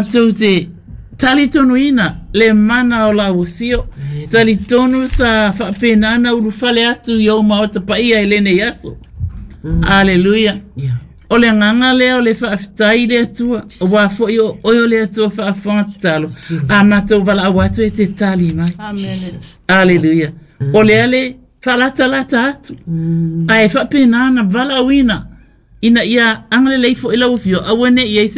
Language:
Samoan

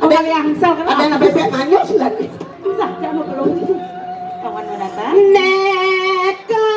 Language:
Balinese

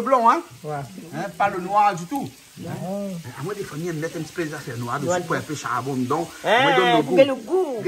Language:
Réunion Creole French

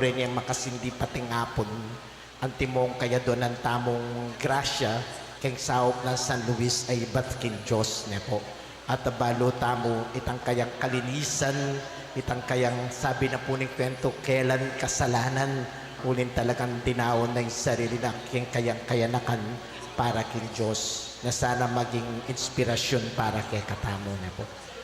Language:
Pampanga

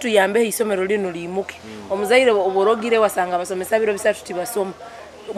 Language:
Nyoro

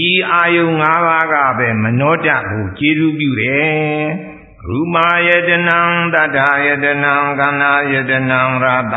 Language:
Burmese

